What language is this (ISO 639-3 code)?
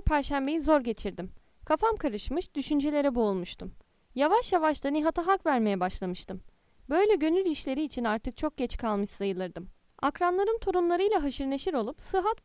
tur